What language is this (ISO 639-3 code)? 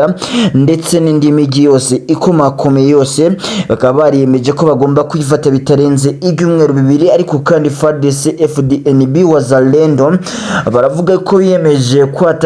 kin